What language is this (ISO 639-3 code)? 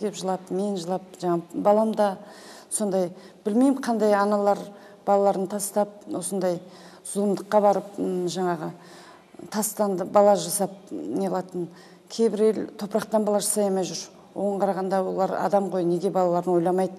kaz